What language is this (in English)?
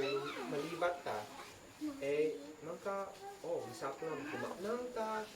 Isnag